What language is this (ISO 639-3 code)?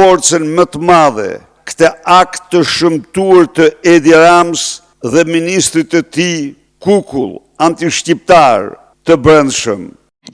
sqi